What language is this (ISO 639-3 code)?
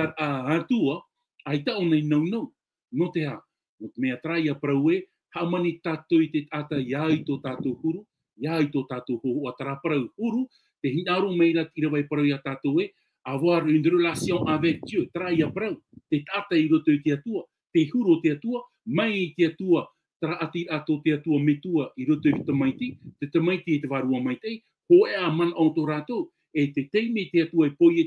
tah